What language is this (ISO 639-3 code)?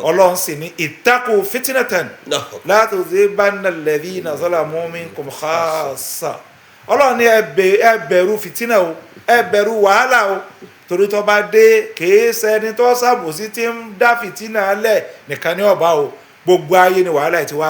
yor